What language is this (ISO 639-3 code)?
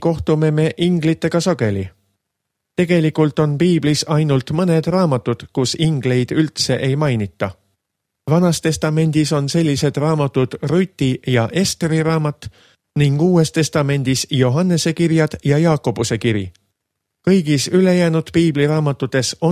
est